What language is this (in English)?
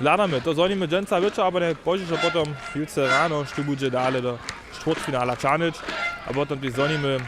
Upper Sorbian